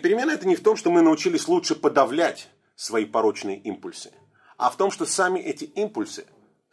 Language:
Russian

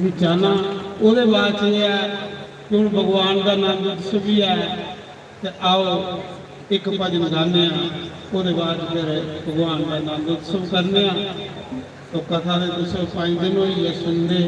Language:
Dogri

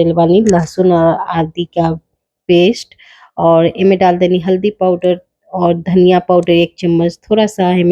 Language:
Bhojpuri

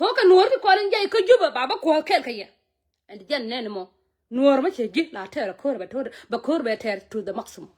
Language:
Nuer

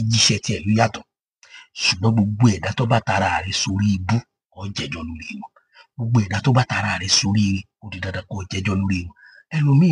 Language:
Yoruba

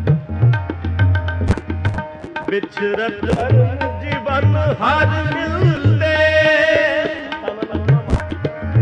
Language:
Punjabi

